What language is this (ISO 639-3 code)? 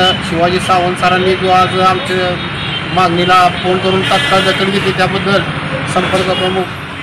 mar